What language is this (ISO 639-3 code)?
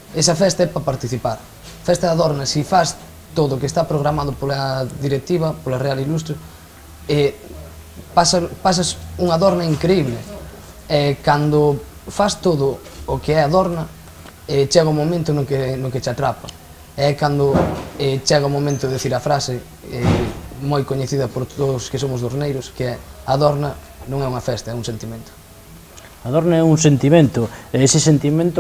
glg